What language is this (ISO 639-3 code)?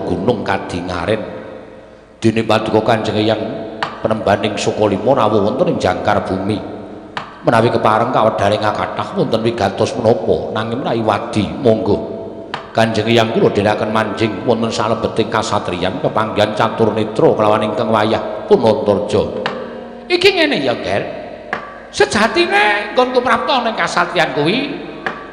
jav